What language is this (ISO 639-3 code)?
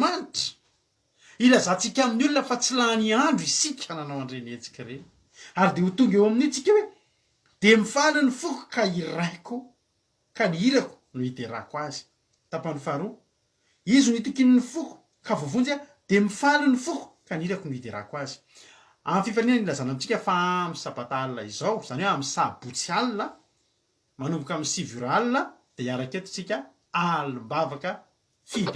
mlg